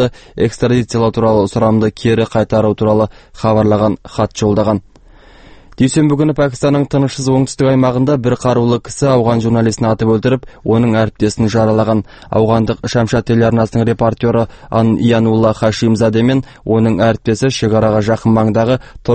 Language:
Kazakh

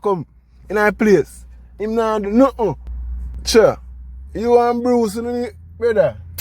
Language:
Jamaican Creole English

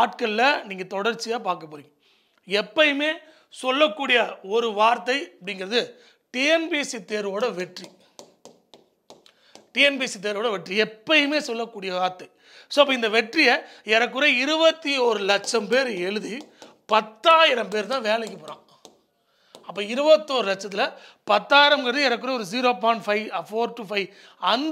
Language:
Tamil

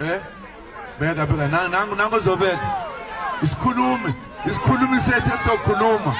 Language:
Zulu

